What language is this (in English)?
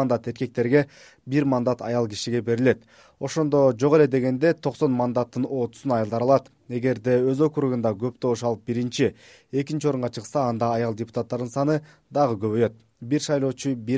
Kyrgyz